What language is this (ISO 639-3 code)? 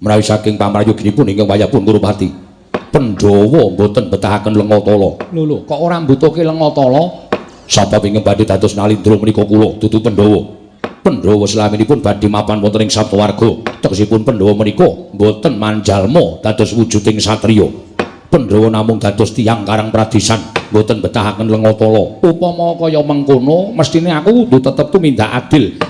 jav